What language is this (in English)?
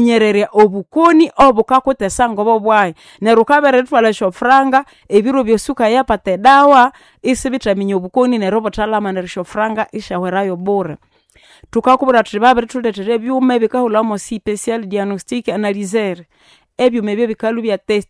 Nande